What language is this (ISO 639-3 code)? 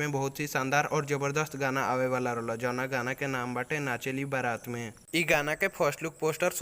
bho